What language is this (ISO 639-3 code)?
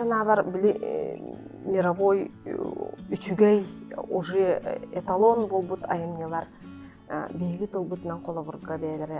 sah